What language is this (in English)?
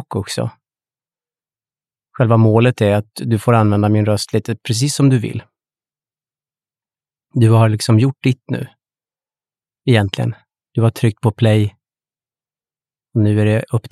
Swedish